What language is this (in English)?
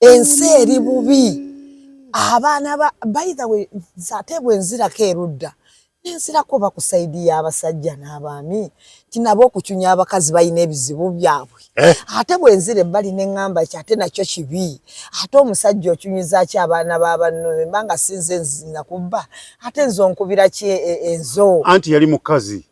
Ganda